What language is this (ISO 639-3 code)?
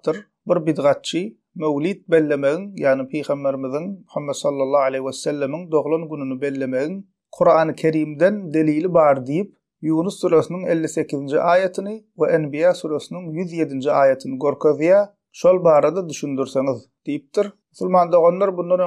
tuk